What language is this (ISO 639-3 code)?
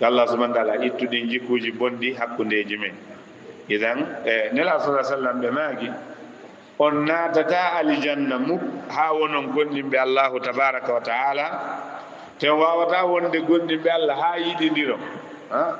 ful